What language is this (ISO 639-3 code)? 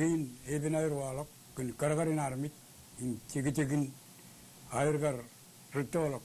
mah